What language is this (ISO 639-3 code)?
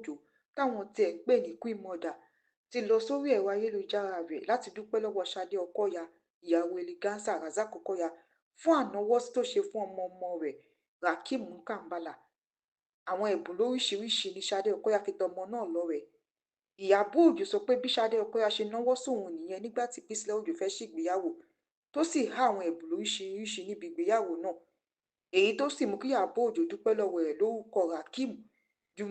yor